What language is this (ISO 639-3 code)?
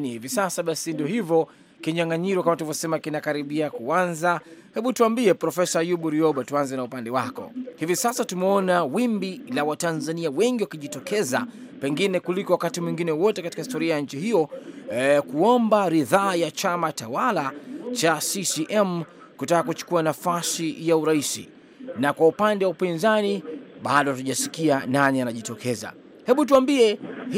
swa